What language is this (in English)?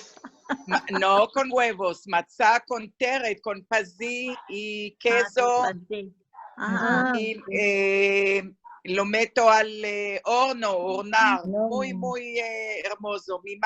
Ladino